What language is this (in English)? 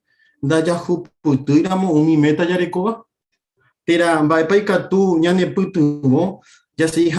Guarani